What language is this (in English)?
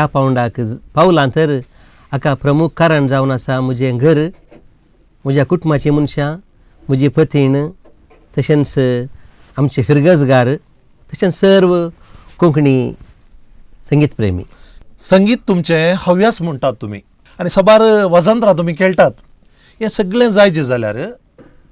Konkani